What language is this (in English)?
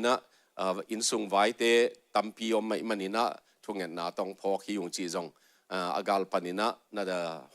Tedim Chin